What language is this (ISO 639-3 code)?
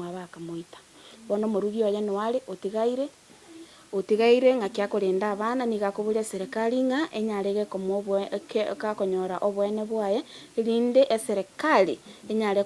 guz